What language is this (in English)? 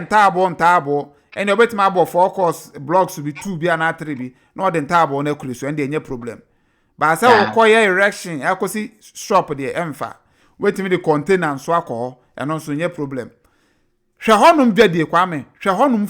Akan